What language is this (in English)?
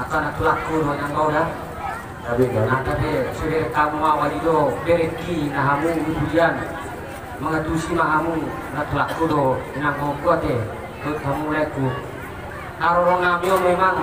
Batak Toba